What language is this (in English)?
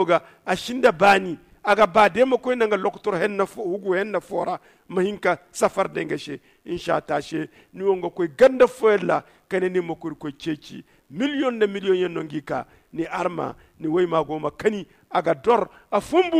Zarma